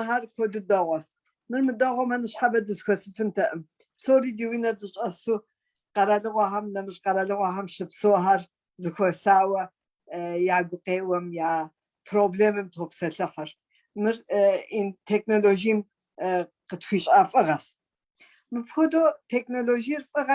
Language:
Kabardian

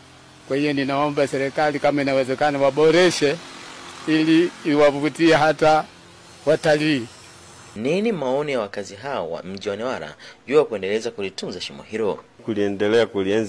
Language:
Swahili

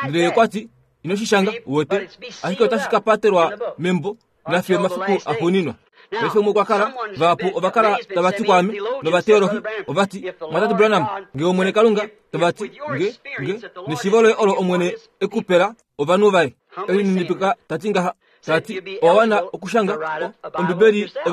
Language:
Kuanyama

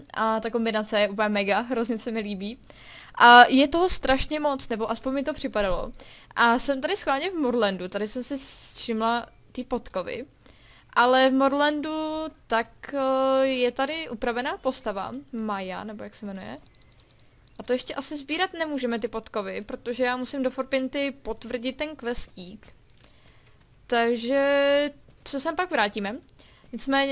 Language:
Czech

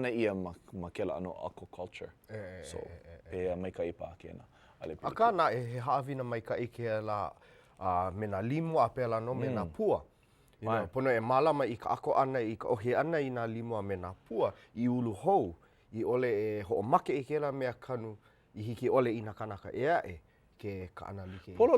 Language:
Hawaiian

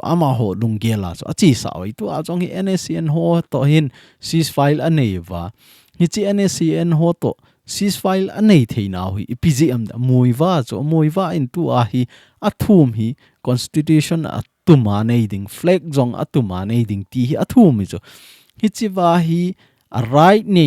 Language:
Thado Chin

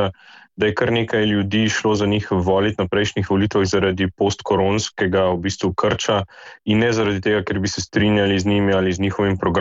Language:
Slovenian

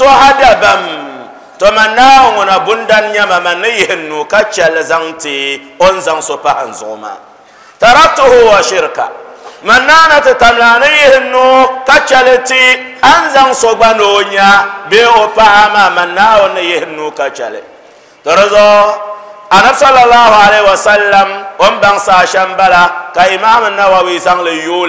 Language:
Dagbani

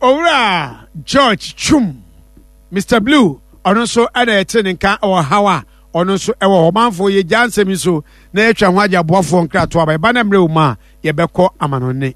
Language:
Akan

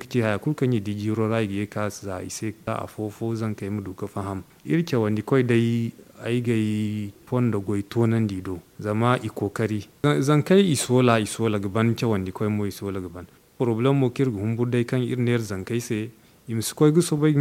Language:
Zarma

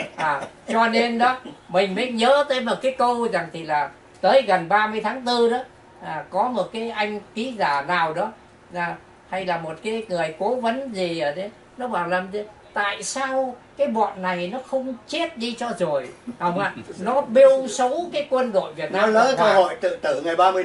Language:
Vietnamese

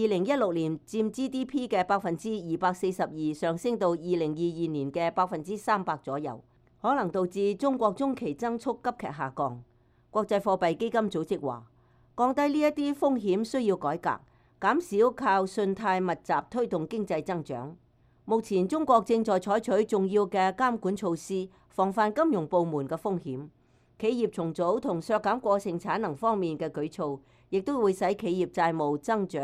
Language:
Cantonese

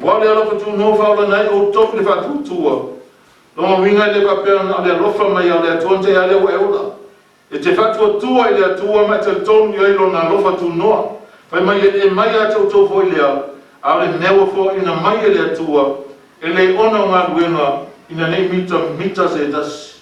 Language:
Samoan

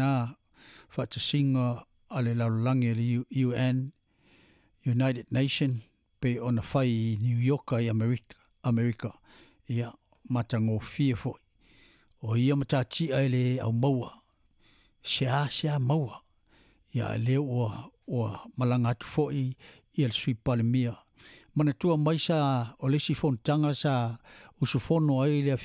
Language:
Samoan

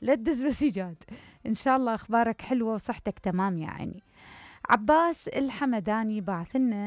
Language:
Mesopotamian Arabic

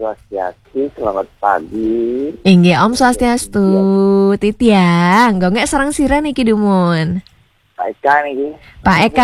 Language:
Balinese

